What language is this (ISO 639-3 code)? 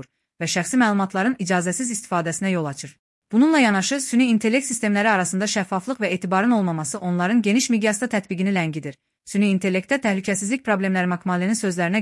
aze